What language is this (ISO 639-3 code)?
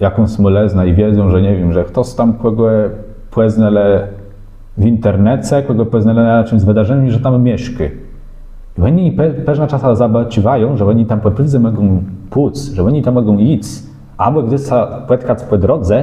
csb